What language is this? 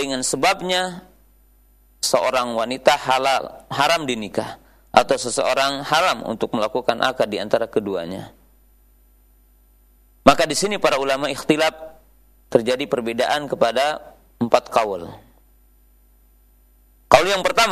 Indonesian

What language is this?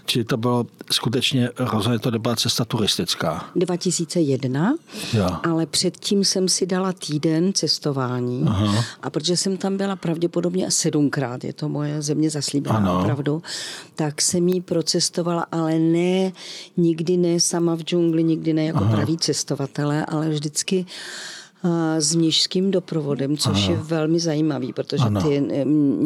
Czech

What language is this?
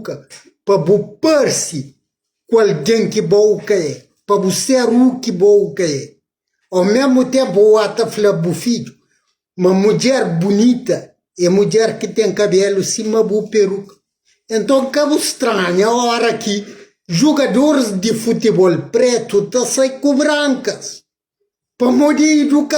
Kabuverdianu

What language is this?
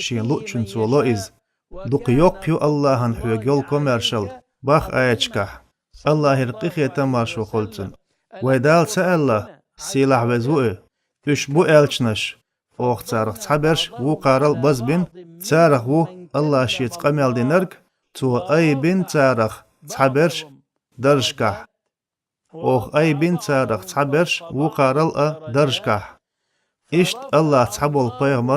Chechen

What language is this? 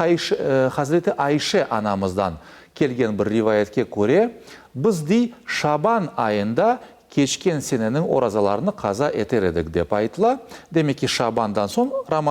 Crimean Tatar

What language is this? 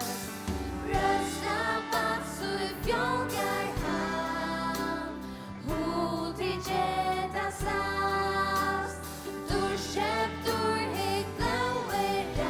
Faroese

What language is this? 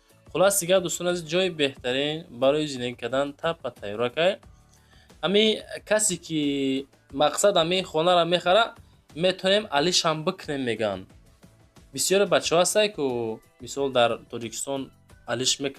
Tajik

